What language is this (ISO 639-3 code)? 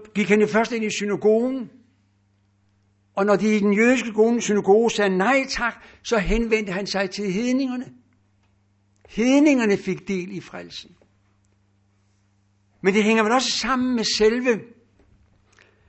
dan